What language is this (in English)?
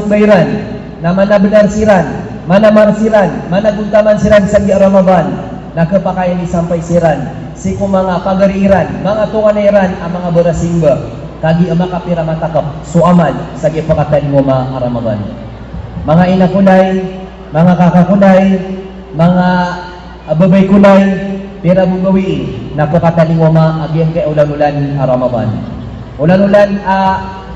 Maranao